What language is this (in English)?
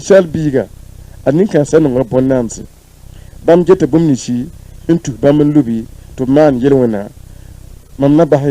Mossi